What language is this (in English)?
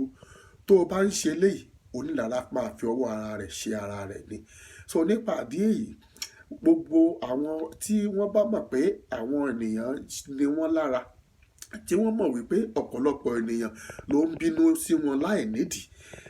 Yoruba